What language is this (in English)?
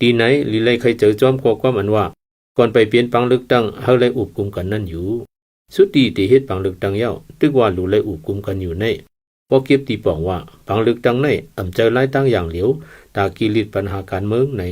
Shan